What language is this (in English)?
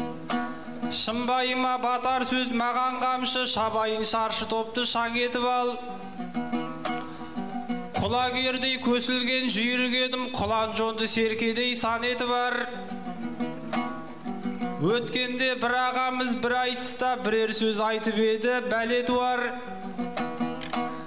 Kazakh